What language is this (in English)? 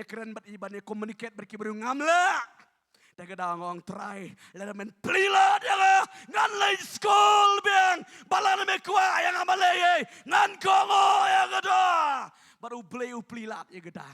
Khasi